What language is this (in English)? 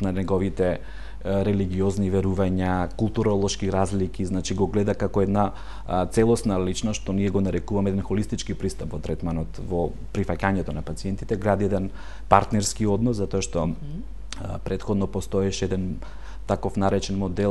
Macedonian